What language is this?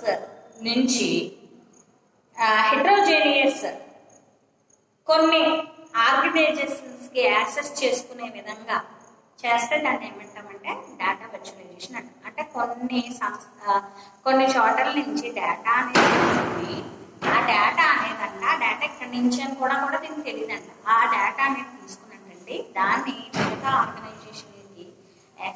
Telugu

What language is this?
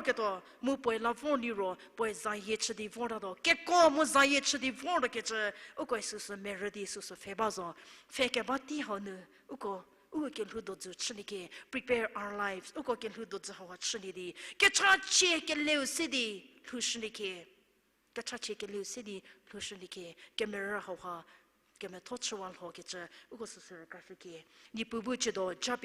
Angami Naga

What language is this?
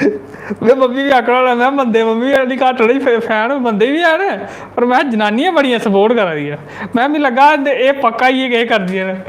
Dogri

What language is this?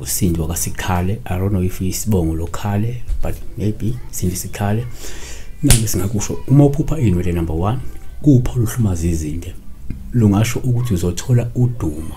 Zulu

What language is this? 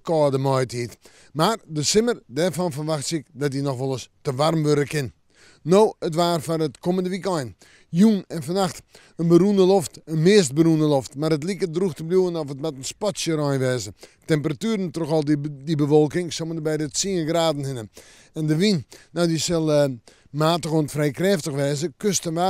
Western Frisian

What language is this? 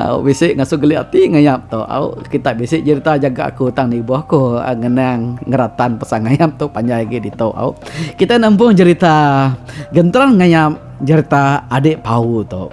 Iban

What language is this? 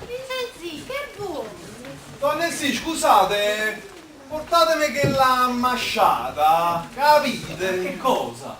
Neapolitan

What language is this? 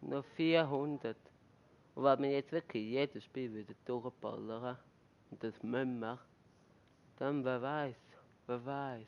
Swiss German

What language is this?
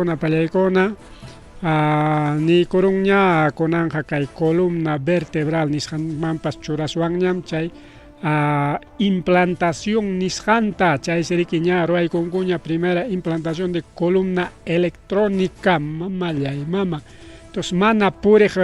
Ayacucho Quechua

